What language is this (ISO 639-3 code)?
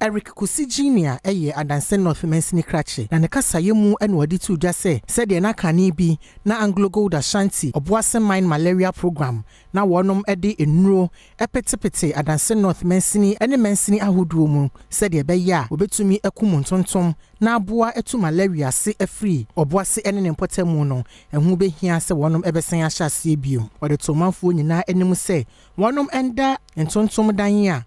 aka